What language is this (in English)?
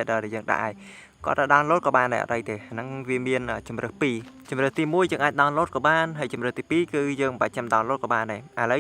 Khmer